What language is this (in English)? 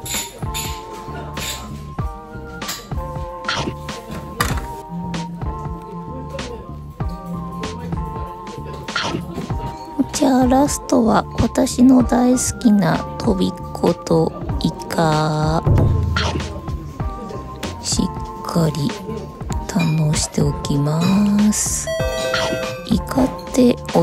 Japanese